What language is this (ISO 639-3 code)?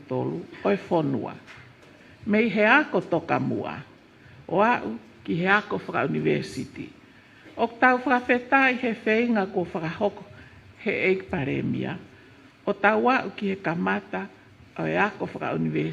ton